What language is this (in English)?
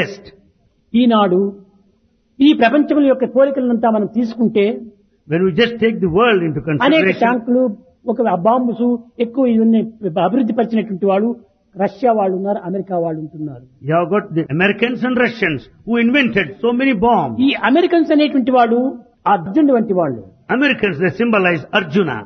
Telugu